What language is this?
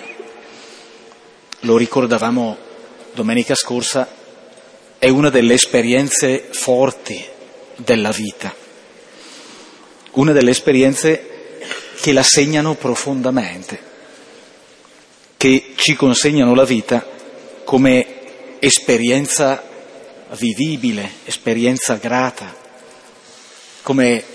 Italian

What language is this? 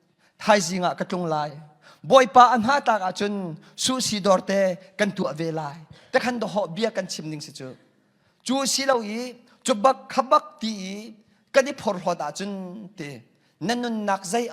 Hakha Chin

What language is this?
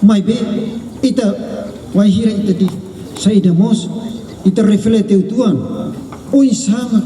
Tetum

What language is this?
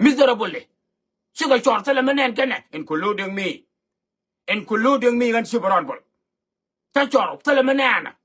Nuer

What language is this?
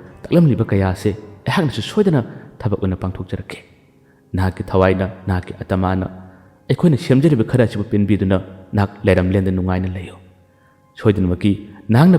Manipuri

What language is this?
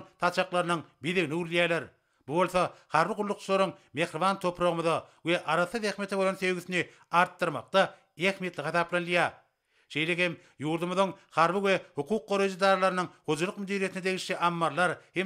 Turkmen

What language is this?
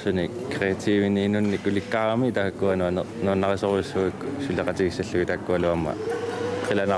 Kalaallisut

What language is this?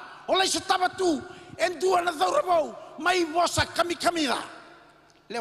Fijian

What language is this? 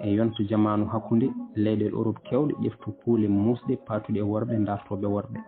Fula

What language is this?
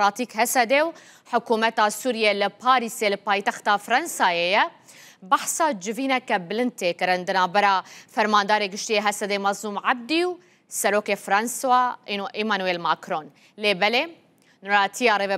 Kurdish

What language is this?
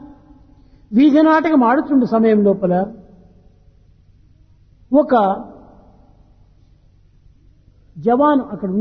Telugu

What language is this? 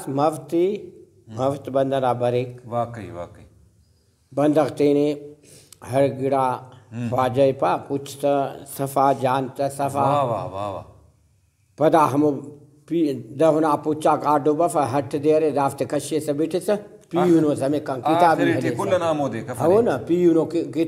Brahui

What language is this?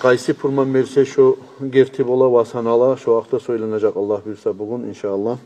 Kumyk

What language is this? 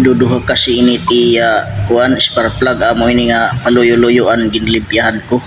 Waray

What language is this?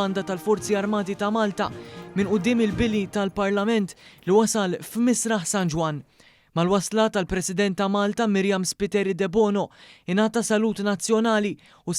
Maltese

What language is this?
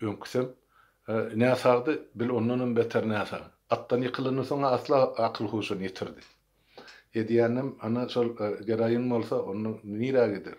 Turkmen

